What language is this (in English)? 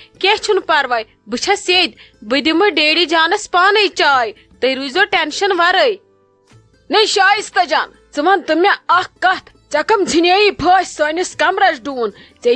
Kashmiri